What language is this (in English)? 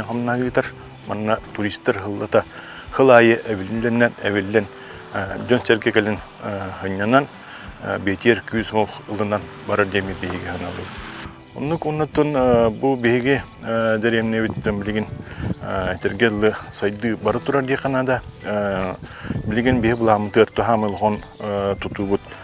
Yakut